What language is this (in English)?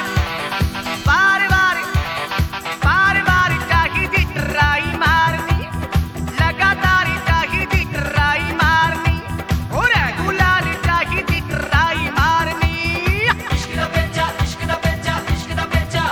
Punjabi